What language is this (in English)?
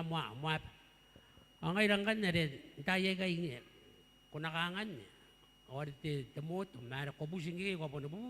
Gilbertese